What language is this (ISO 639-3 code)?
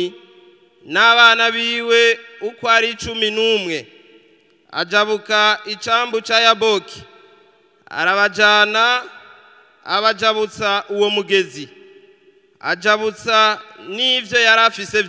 run